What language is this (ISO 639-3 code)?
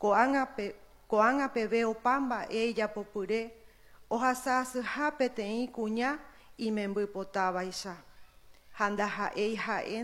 grn